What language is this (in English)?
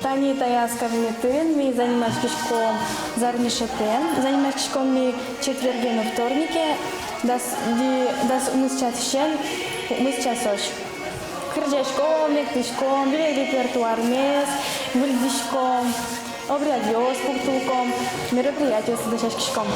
Udmurt